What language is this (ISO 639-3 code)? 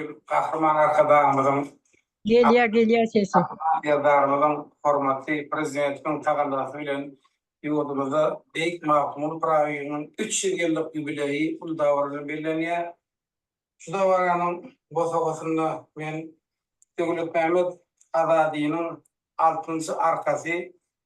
tuk